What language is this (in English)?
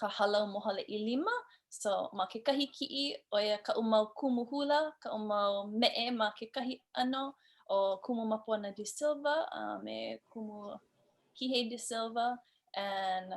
Hawaiian